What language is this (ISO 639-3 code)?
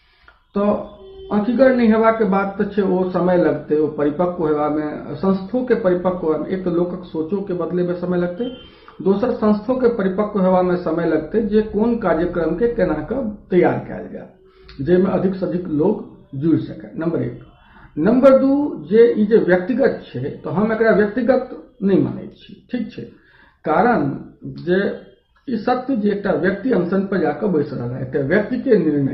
mai